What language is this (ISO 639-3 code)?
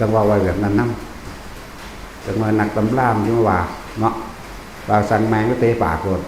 tts